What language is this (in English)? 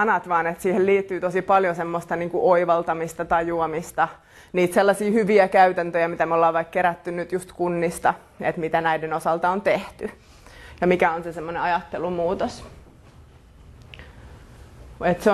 Finnish